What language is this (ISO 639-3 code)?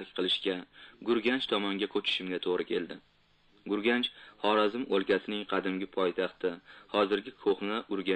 uzb